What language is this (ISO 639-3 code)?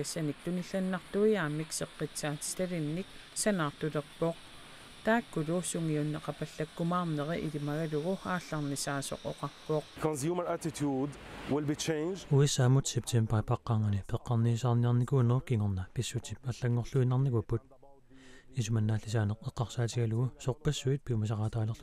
kal